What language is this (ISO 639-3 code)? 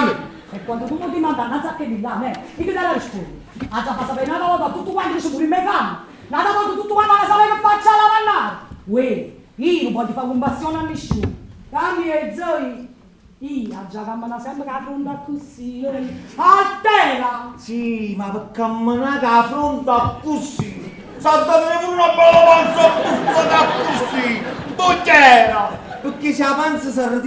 nap